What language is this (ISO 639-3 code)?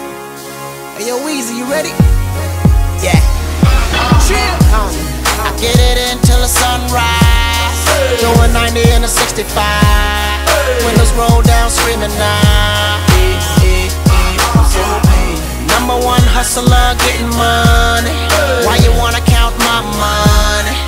eng